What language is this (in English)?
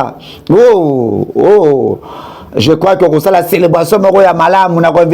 Lingala